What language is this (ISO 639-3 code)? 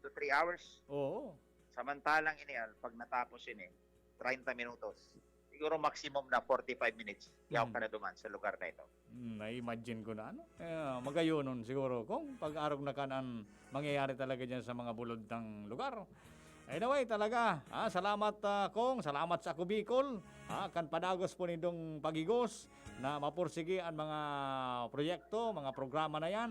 bik